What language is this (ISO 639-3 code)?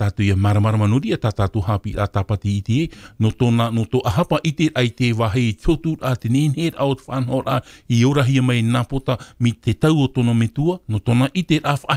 tah